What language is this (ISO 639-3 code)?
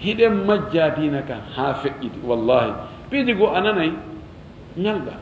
ful